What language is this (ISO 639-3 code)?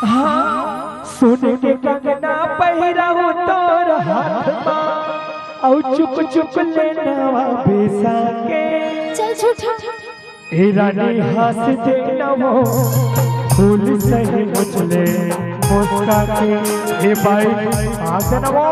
hne